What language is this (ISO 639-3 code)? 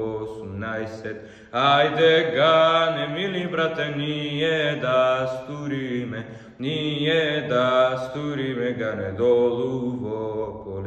mkd